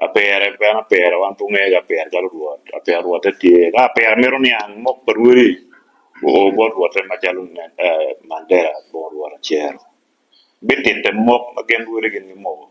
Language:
Acoli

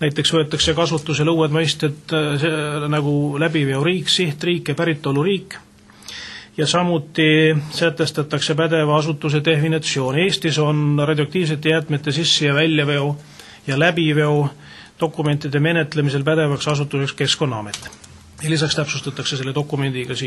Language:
Estonian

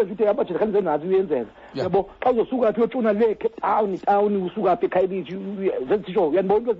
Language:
Xhosa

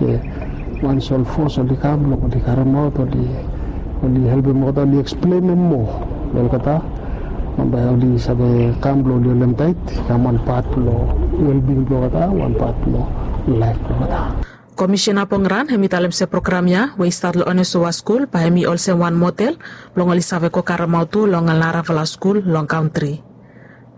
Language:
Bislama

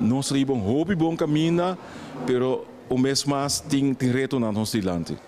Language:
Papiamento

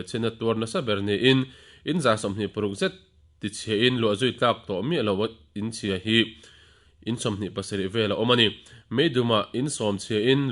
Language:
Mizo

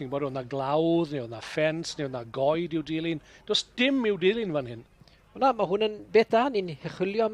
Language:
Welsh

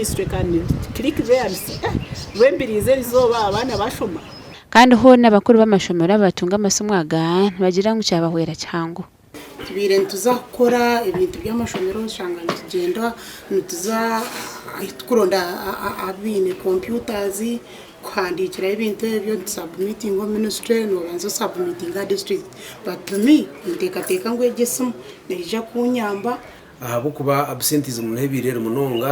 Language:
Nyankole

